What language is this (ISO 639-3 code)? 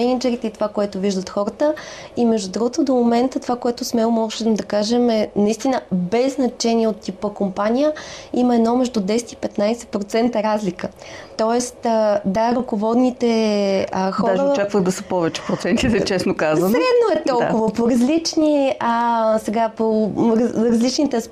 bul